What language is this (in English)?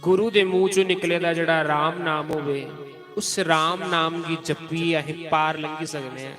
Dogri